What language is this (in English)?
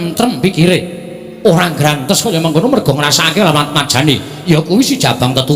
Javanese